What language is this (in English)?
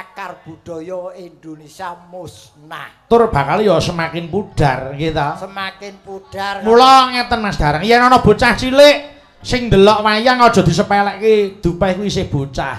Javanese